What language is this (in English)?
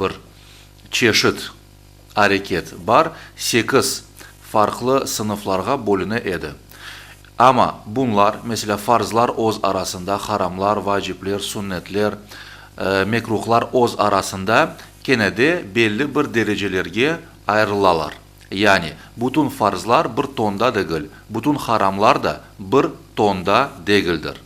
Crimean Tatar